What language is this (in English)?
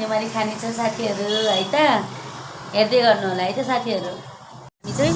Nepali